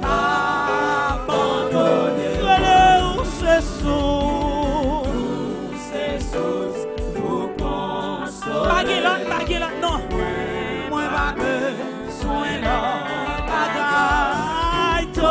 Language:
Haitian Creole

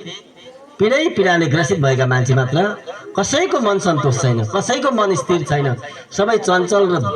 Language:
Nepali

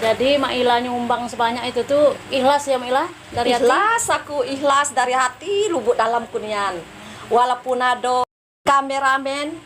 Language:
Musi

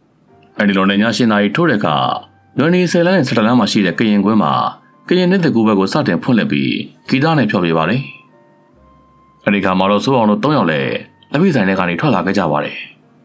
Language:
Burmese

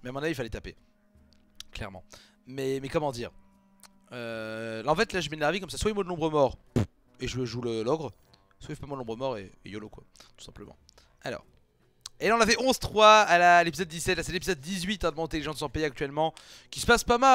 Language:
French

